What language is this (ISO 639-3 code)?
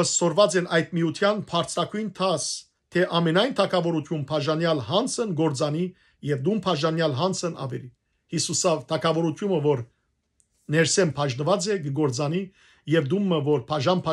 hyw